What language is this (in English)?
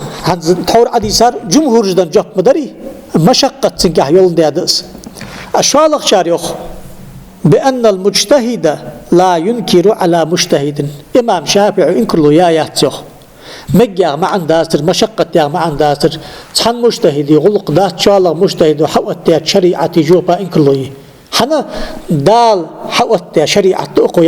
Ingush